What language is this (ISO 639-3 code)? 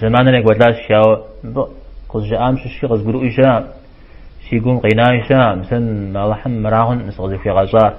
kbd